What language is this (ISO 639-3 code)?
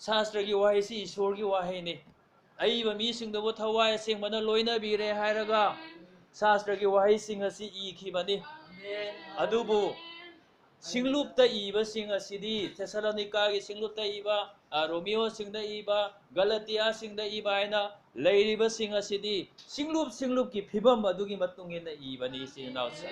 mni